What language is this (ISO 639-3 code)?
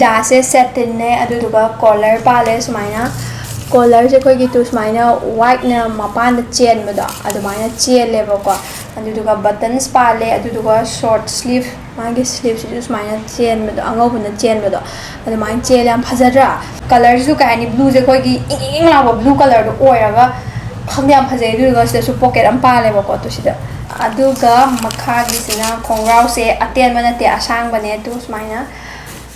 mni